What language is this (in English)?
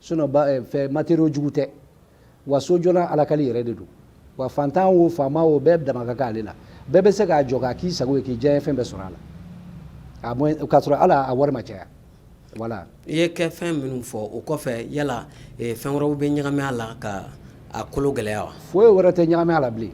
Bambara